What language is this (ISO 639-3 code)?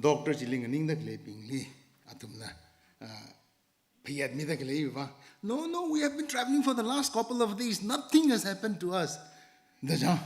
nmf